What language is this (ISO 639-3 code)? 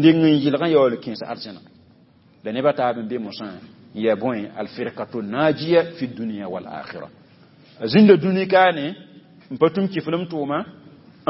mos